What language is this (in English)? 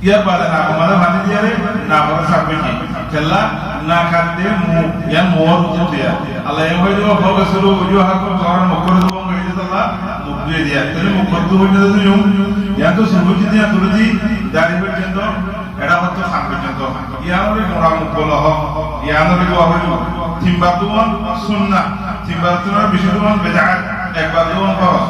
Rohingya